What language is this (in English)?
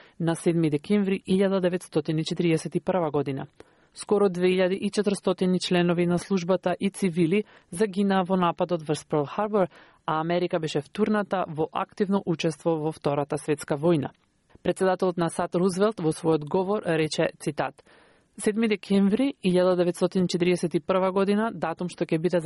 Macedonian